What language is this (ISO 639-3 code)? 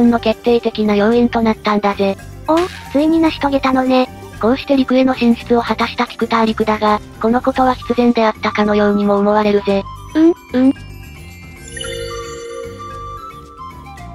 jpn